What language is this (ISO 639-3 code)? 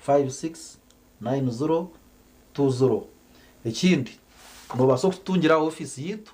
nyn